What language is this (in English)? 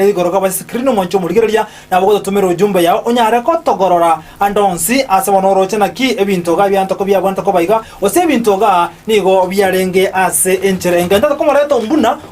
Gusii